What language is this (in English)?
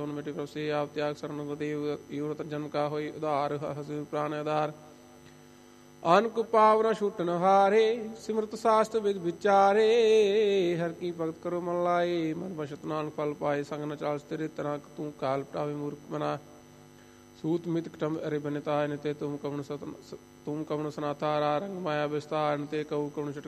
Punjabi